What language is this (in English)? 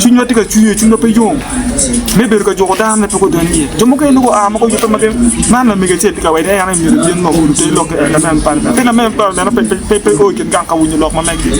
Acoli